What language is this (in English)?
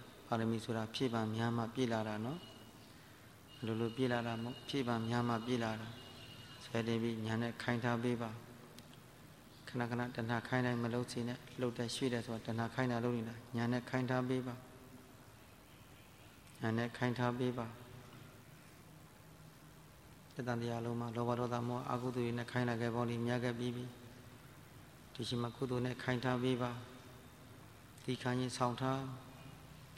Burmese